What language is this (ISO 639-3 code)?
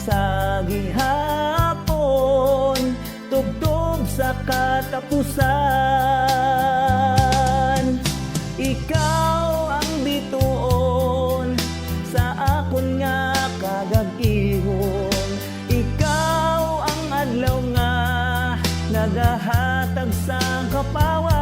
hil